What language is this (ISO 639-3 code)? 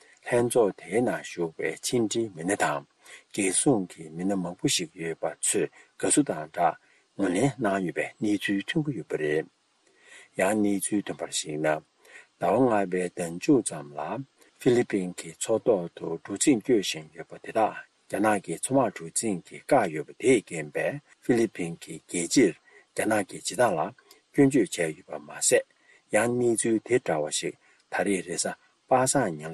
bod